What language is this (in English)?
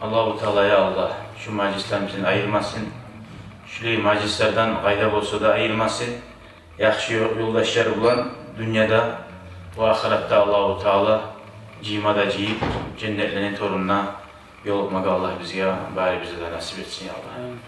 Kumyk